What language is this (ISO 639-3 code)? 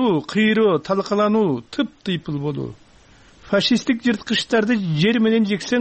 kir